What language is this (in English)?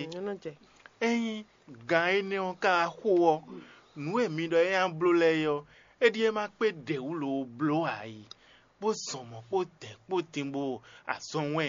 Fon